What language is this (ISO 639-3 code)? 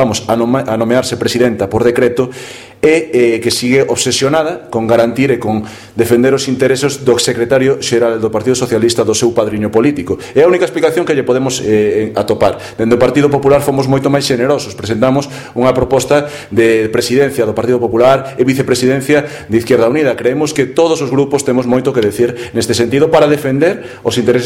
glg